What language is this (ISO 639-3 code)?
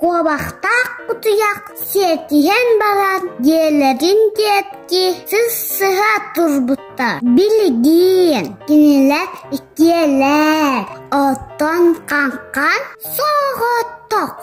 sah